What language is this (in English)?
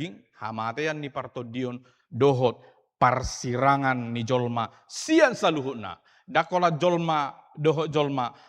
Batak Toba